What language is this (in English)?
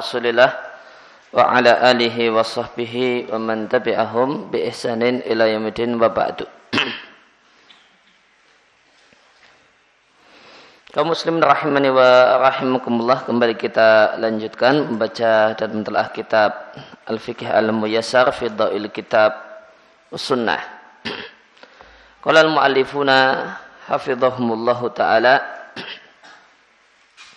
Indonesian